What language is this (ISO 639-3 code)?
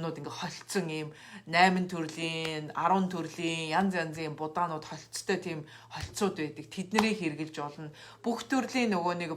mon